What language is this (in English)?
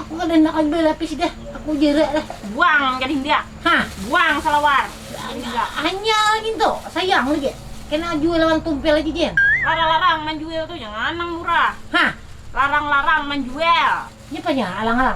Banjar